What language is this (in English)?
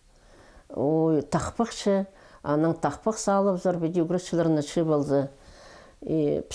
Khakas